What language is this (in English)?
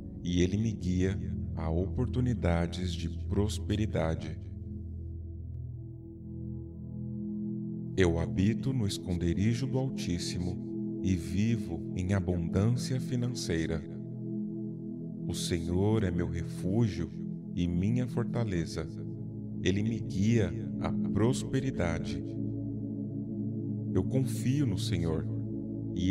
Portuguese